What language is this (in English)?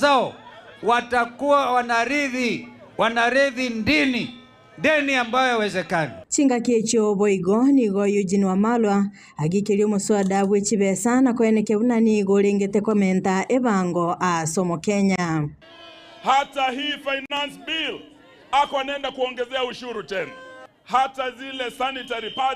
Gusii